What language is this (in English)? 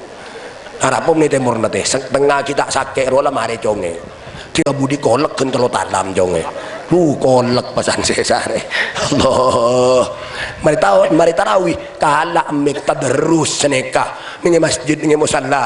Madurese